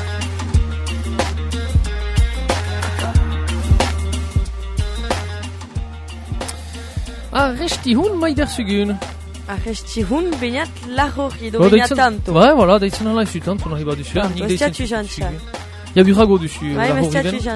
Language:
Basque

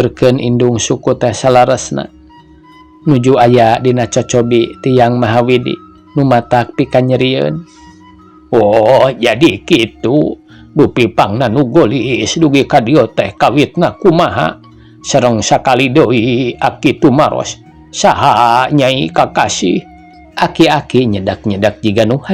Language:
Sundanese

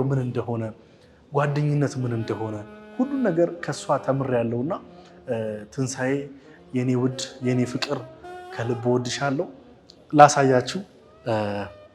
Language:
Amharic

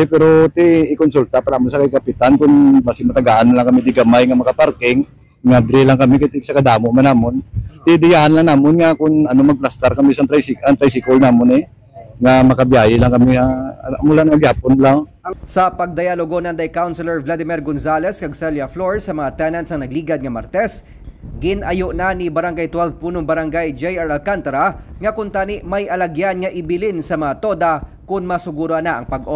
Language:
Hiligaynon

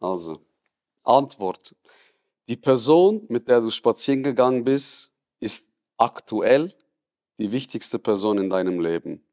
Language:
Swiss German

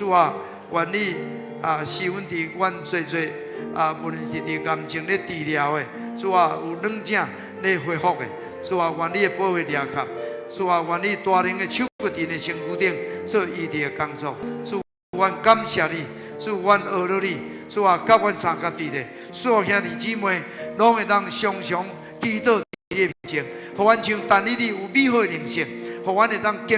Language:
Min Nan Chinese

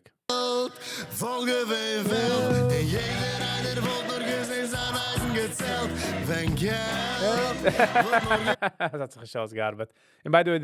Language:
Yiddish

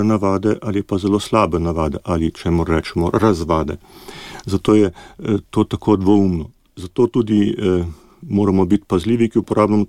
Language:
Slovenian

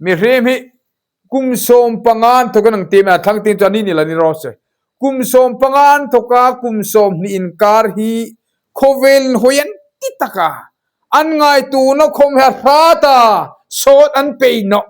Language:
Hmar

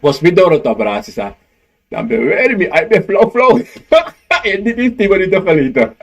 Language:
Sranan Tongo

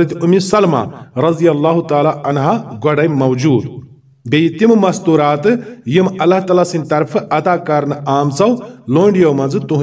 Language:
Kashmiri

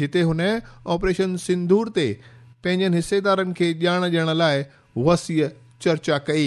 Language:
Sindhi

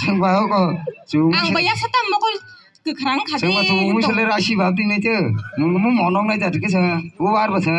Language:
Kok Borok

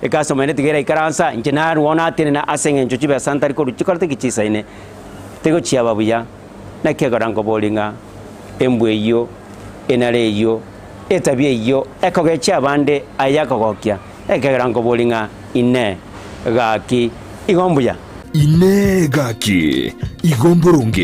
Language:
Gusii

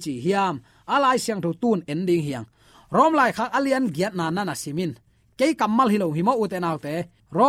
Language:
Tedim Chin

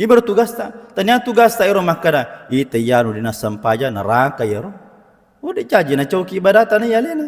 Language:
Buginese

